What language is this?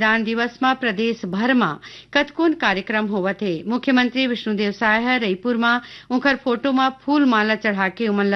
Chhattisgarhi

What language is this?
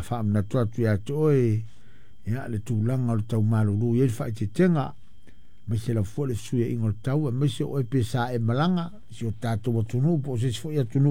Samoan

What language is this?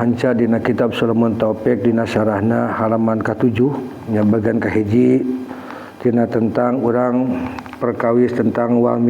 Sundanese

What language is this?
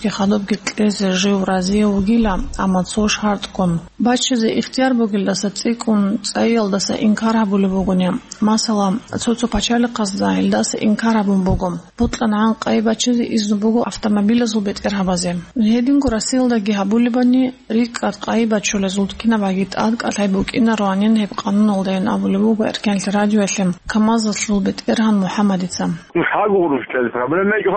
Avaric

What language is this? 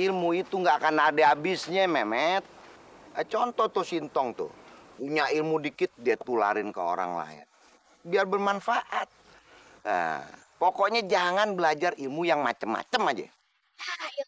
Betawi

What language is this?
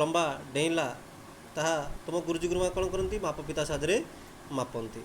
Odia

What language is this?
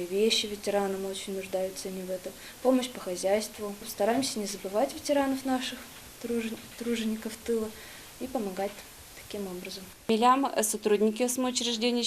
Udmurt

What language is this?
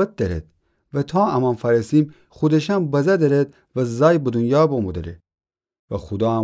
Gilaki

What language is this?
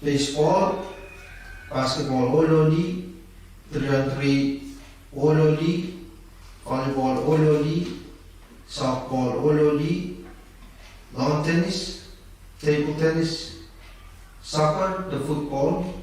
Pohnpeian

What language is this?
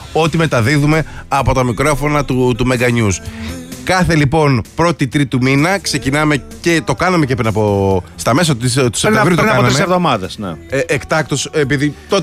Greek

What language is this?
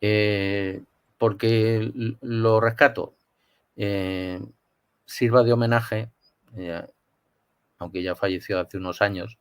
Ladino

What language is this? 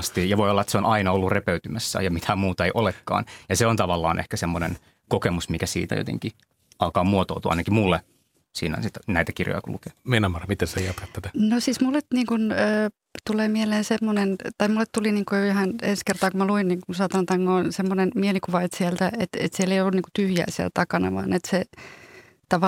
Finnish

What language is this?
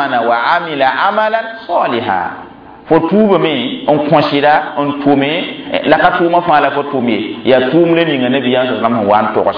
Mossi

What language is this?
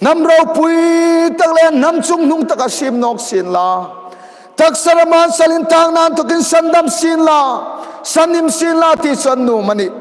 Hmar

